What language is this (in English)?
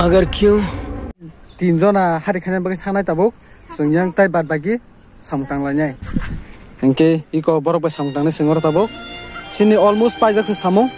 Kok Borok